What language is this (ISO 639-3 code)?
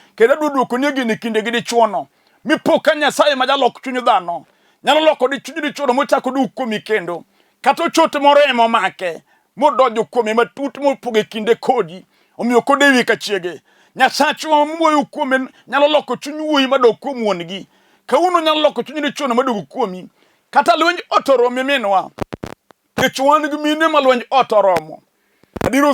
luo